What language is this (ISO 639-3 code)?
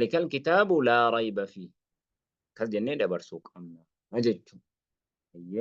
orm